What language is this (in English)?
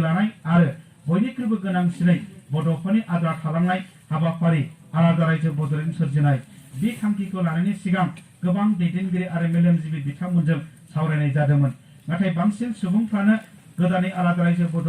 Bodo